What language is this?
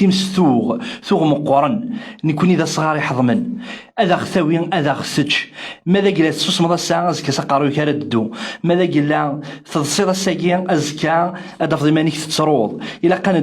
Kabyle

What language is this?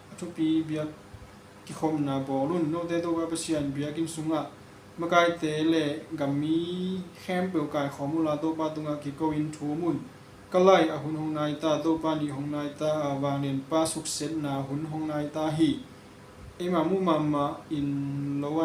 Tedim Chin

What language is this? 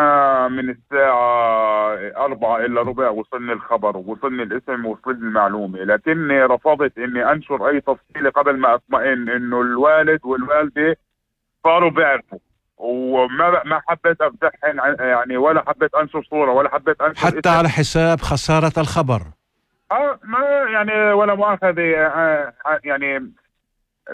North Levantine Arabic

